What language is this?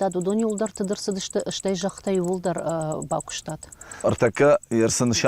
Ossetic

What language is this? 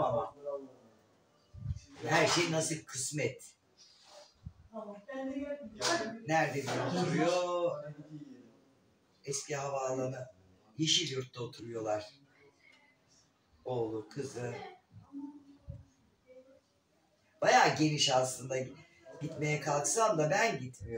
Turkish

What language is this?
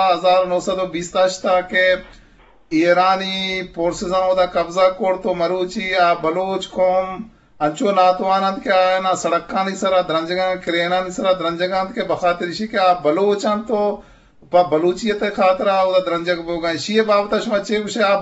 Eastern Balochi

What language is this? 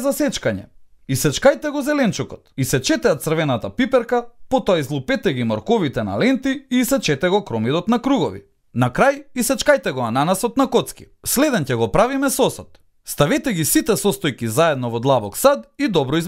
Macedonian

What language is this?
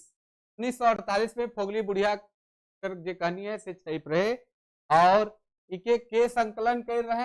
Sadri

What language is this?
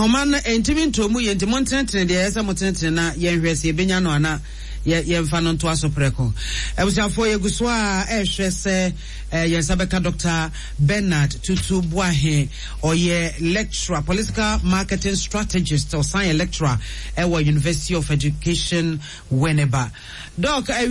Akan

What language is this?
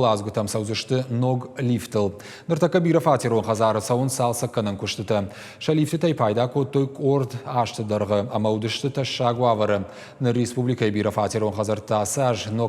Ossetic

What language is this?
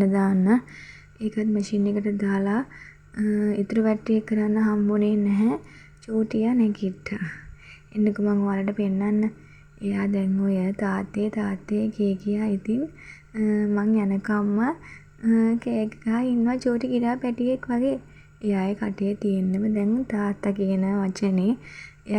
Sinhala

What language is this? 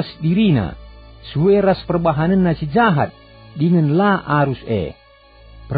Batak Karo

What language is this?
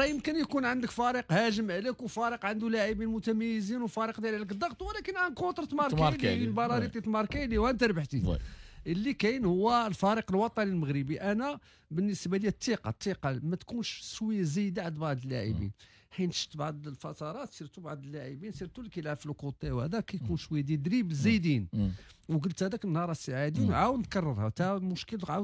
Moroccan Arabic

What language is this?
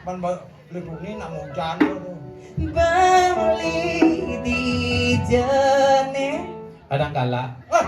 Balinese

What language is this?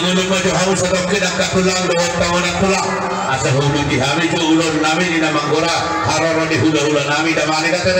Batak Toba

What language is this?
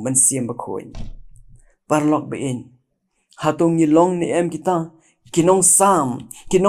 Khasi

